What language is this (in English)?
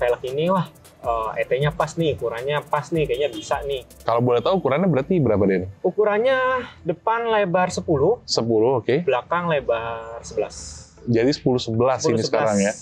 Indonesian